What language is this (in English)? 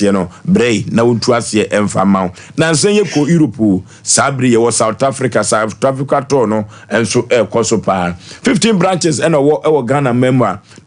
Akan